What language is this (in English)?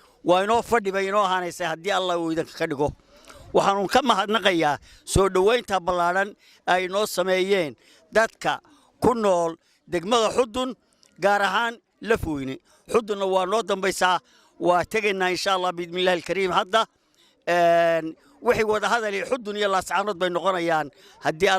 Somali